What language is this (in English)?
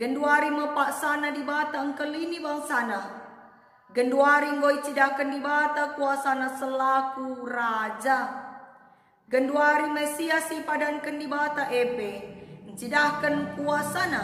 Batak Karo